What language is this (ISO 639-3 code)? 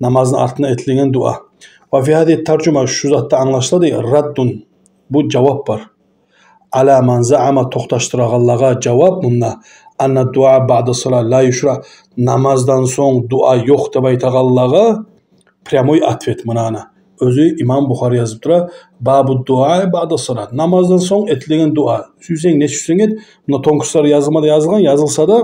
kum